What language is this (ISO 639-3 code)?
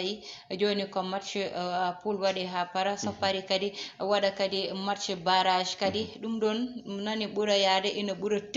ful